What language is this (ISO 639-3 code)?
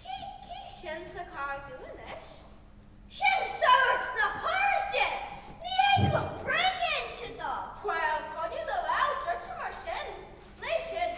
gle